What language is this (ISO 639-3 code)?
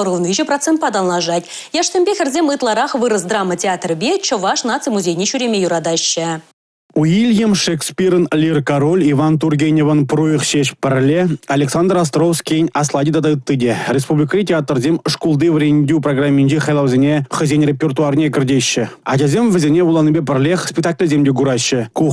chv